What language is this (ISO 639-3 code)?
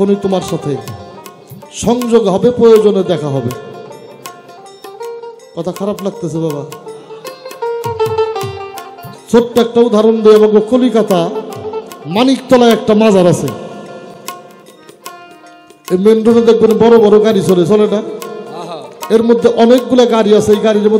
ben